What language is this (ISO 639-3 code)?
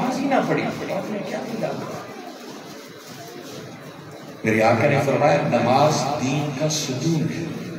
urd